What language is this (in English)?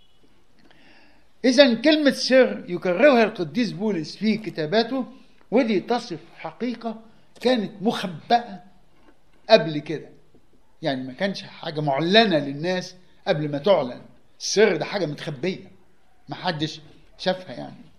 Egyptian Arabic